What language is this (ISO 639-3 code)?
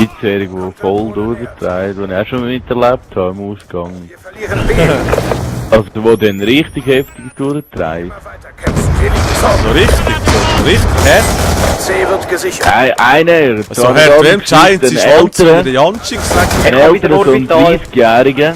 gsw